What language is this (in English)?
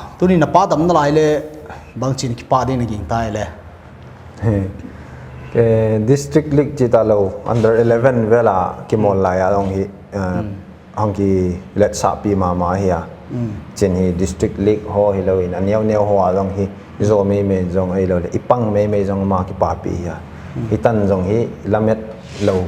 Paite Chin